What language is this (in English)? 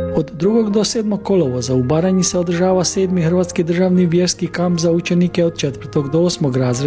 Croatian